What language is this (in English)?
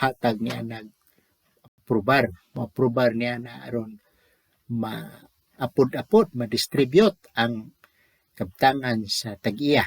Cebuano